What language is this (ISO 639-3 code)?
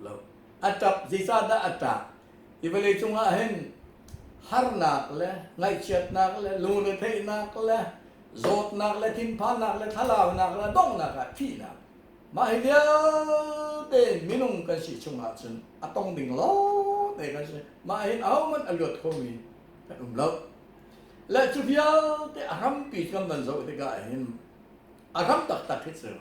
cnh